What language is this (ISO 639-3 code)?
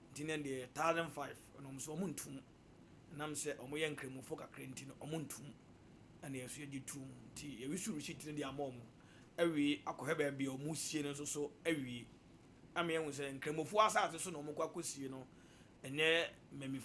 aka